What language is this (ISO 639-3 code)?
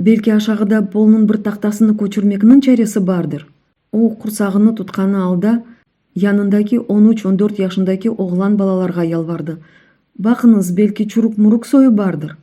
crh